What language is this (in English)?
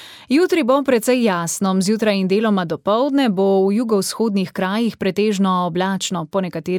Slovenian